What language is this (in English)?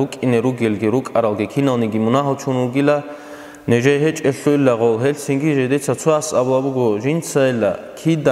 Avaric